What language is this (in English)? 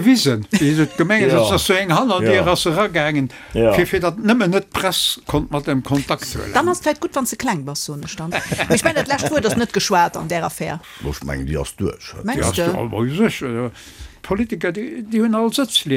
Luxembourgish